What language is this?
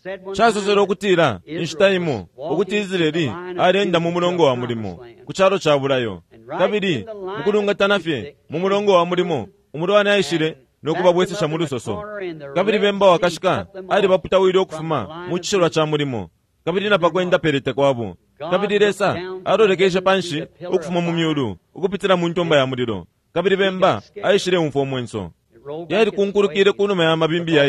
Bemba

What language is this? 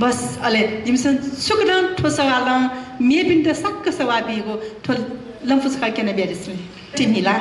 Newari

